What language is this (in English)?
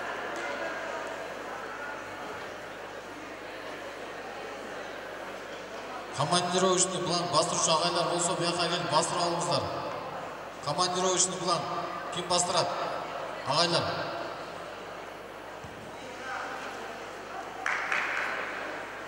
Kazakh